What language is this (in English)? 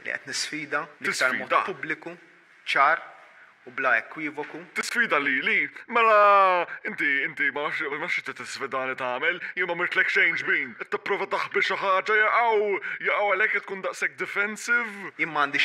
Maltese